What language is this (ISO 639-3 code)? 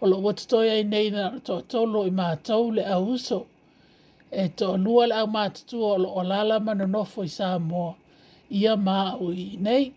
smo